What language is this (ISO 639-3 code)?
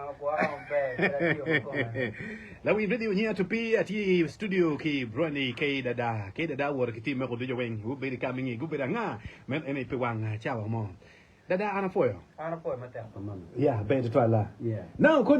ach